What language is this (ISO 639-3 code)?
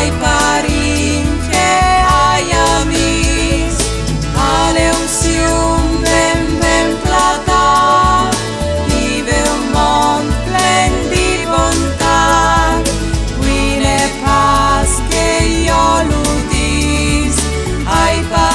fur